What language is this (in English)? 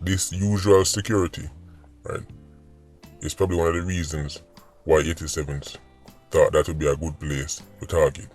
Jamaican Creole English